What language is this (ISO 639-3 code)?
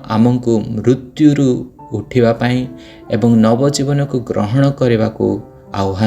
ori